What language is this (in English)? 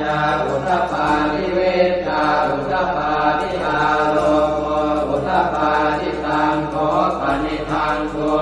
Pali